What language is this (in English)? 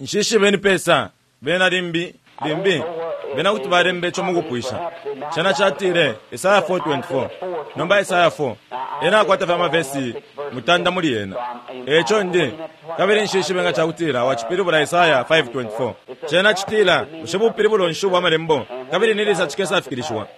Bemba